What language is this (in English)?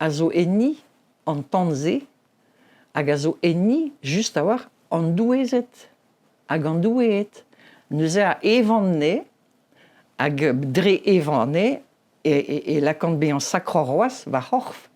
Breton